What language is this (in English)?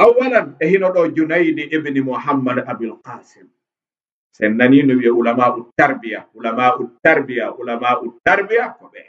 Fula